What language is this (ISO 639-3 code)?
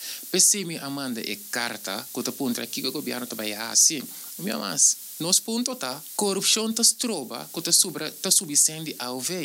pap